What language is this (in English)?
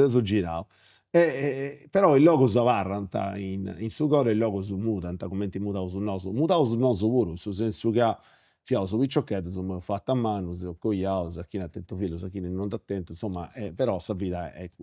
Sardinian